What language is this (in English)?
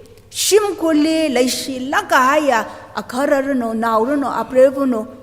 Tangkhul Naga (India)